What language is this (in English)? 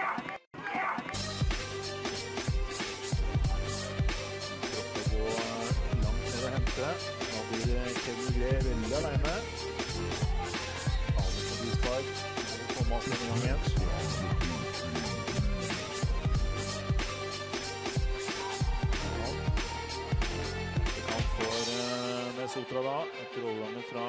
Norwegian